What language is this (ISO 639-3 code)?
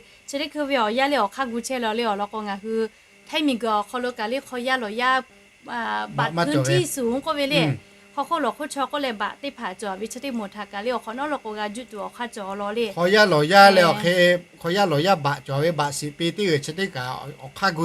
lhu